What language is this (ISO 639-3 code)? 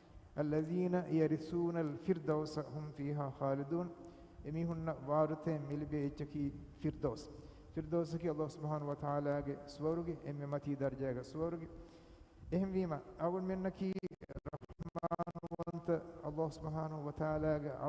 div